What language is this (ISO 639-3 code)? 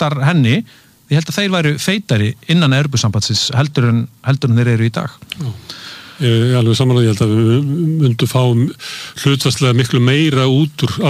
isl